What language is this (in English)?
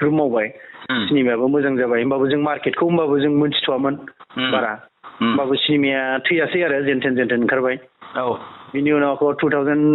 Bodo